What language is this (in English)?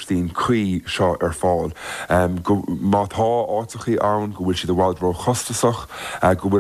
Irish